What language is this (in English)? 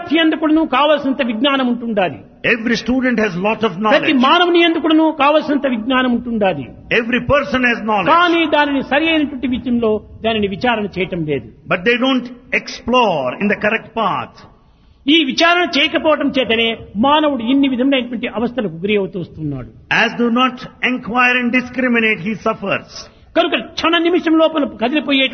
Telugu